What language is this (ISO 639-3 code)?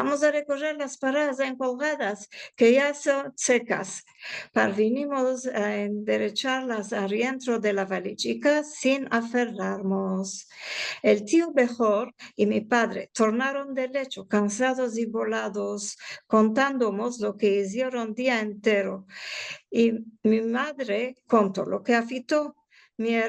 lad